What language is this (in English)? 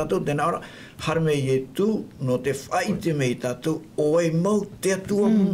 Tahitian